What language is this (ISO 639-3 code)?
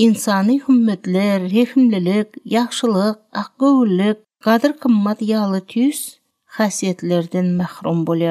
tuk